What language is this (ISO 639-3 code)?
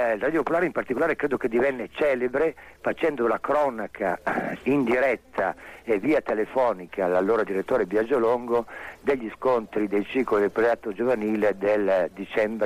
ita